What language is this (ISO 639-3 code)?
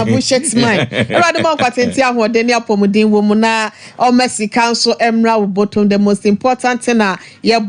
aka